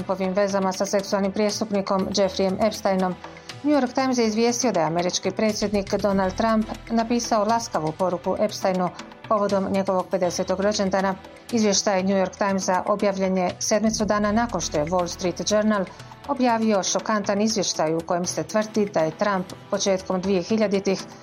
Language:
Bosnian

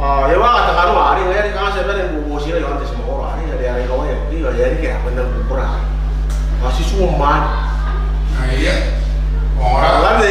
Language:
Gilbertese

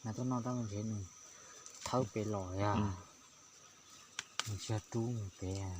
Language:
Hmong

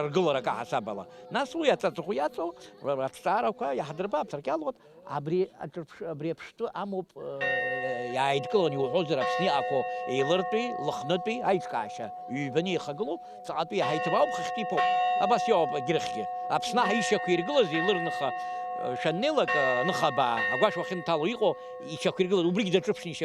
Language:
Abkhazian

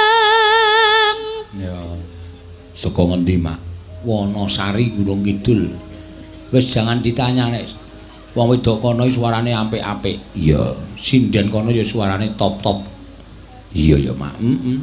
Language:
Javanese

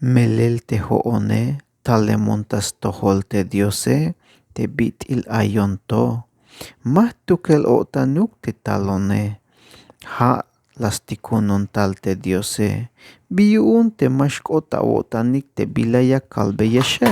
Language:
Tzeltal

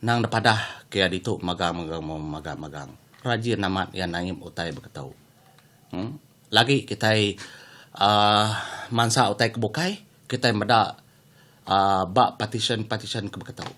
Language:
Iban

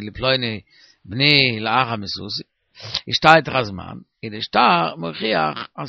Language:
Yiddish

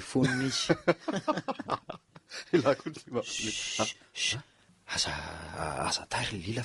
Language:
Malagasy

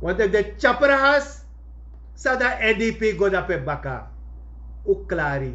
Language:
Sranan Tongo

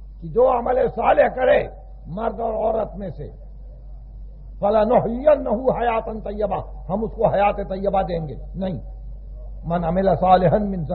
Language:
Urdu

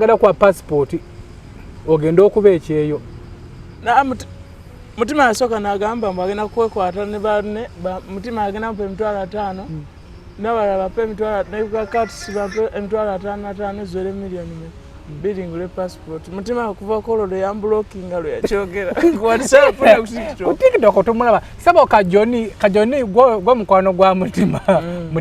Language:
Ganda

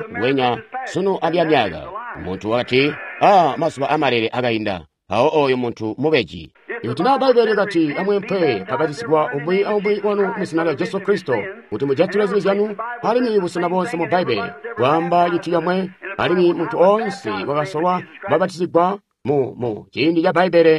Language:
Tonga (Zambia)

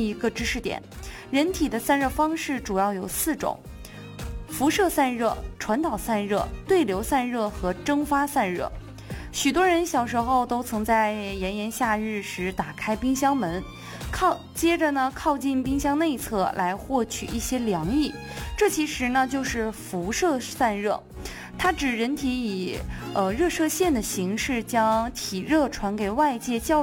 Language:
Chinese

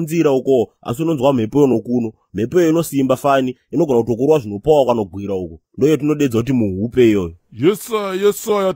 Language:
Shona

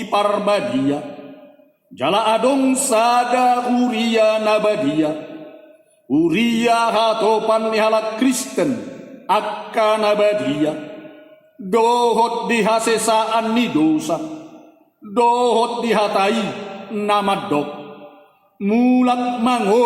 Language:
Batak Toba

